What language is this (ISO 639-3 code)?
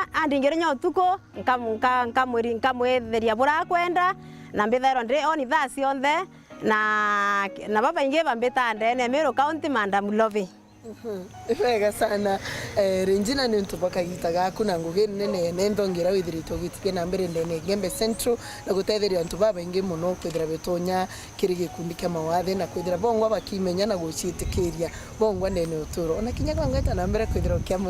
mer